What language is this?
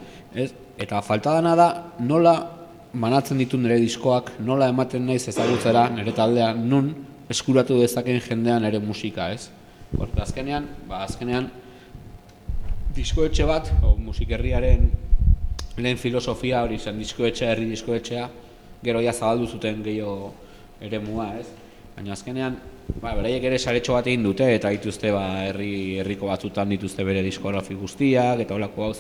Basque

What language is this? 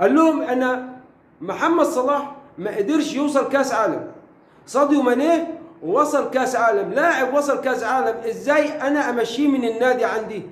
Egyptian Arabic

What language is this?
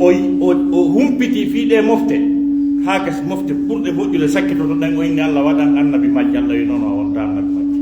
Pular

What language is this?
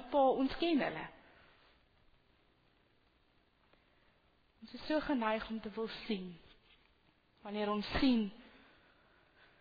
Afrikaans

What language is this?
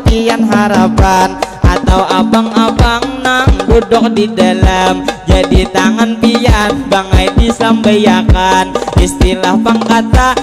Banjar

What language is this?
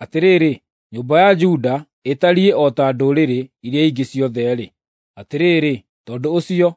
Kikuyu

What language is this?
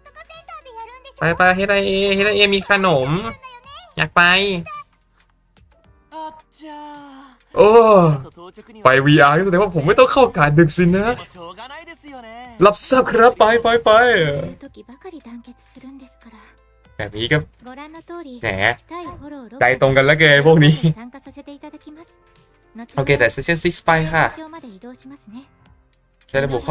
Thai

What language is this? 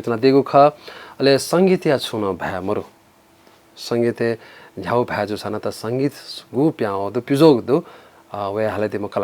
Newari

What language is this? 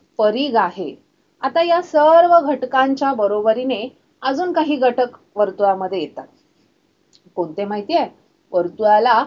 Marathi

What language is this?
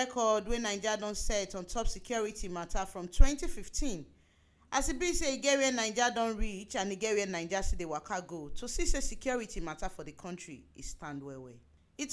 Nigerian Pidgin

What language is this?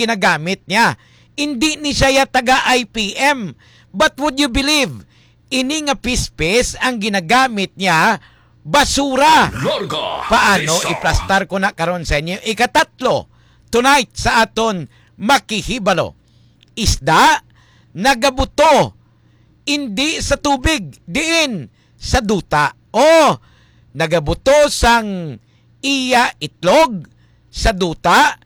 Hiligaynon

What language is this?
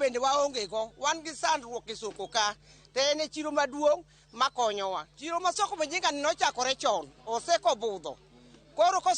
Luo (Kenya and Tanzania)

